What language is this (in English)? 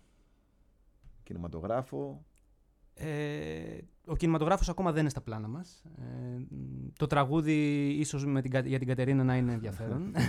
Greek